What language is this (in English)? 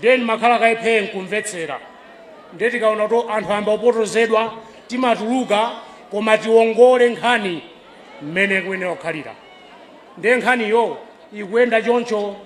Nyanja